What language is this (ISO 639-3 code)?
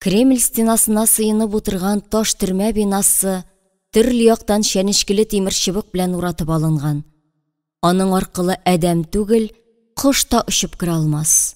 tat